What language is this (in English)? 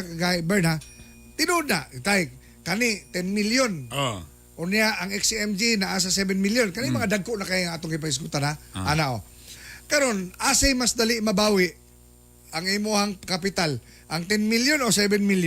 Cebuano